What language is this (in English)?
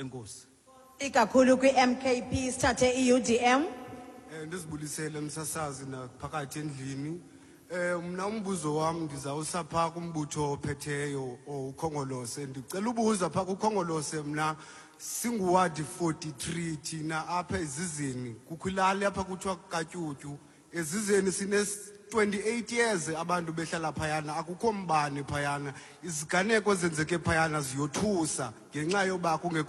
Xhosa